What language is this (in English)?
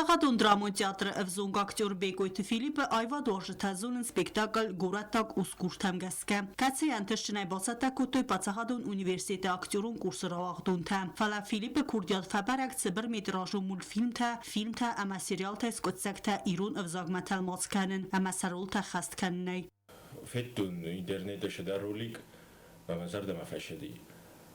Ossetic